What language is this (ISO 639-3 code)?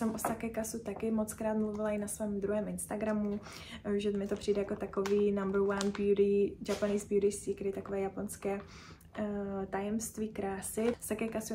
ces